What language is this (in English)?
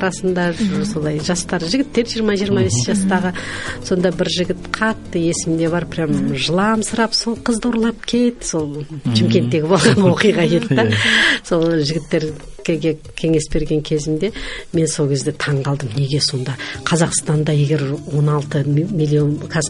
Kazakh